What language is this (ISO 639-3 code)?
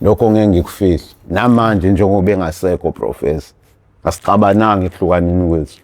zul